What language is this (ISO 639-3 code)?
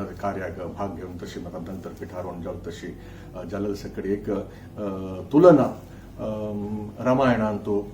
kok